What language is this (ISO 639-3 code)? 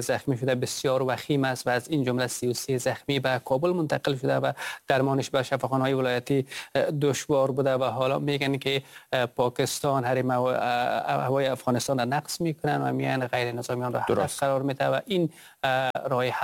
fas